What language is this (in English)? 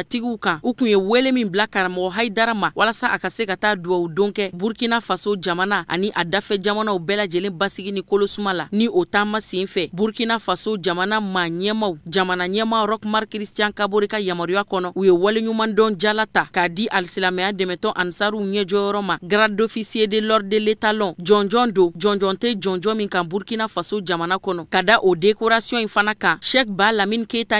Bambara